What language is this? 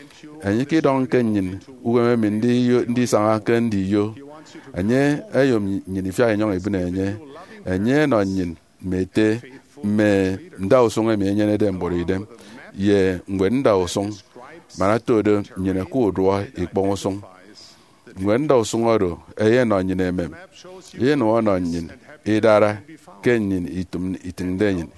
Efik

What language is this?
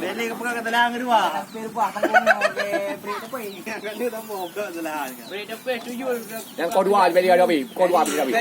Achinese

